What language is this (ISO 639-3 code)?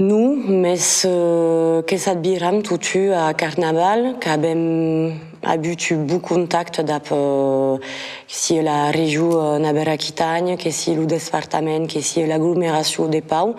oci